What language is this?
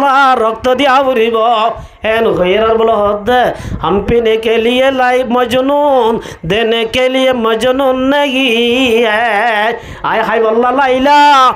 Rohingya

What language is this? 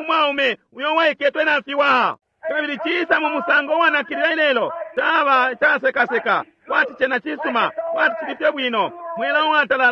Bemba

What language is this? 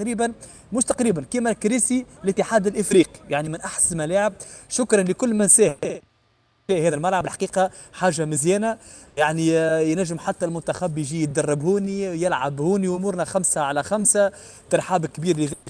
Tunisian Arabic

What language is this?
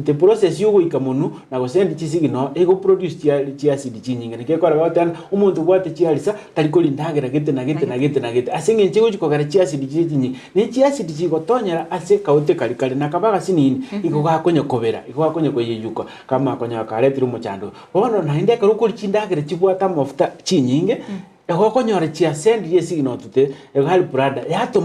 Gusii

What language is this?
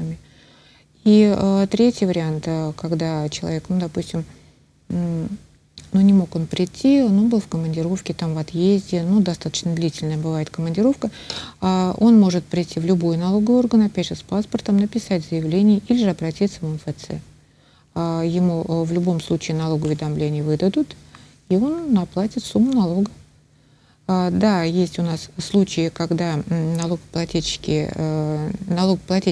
Russian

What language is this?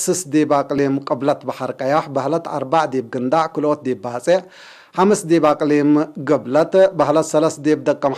Tigre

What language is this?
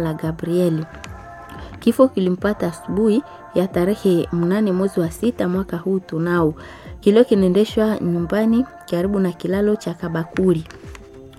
Swahili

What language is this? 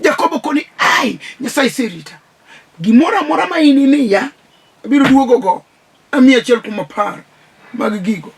Luo (Kenya and Tanzania)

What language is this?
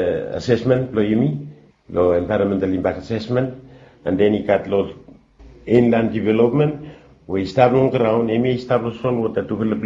Bislama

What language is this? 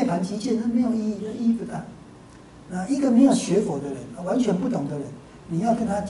Chinese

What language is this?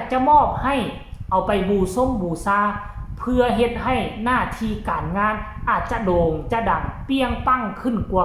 Northeastern Thai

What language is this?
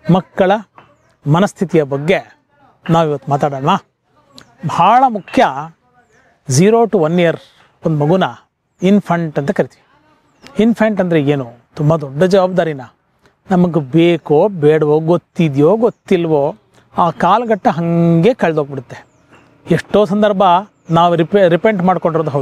Kannada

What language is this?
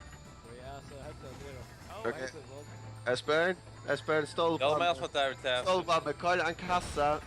Faroese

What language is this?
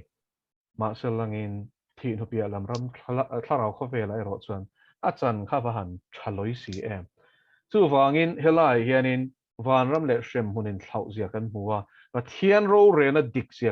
Mizo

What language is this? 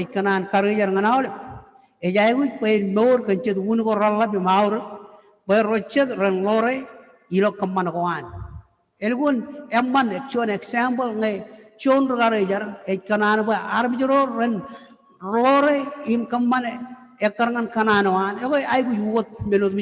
Marshallese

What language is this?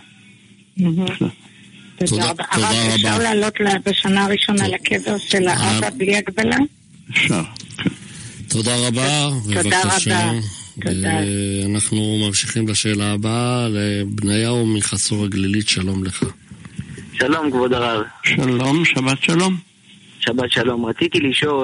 Hebrew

